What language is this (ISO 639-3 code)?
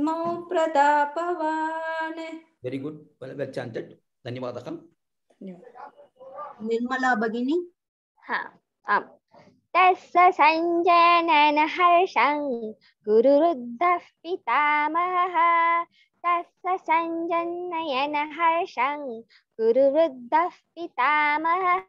san